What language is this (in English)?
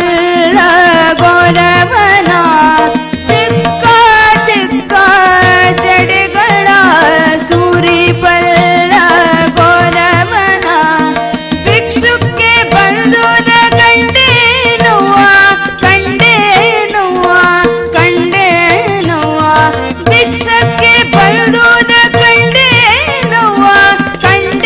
Kannada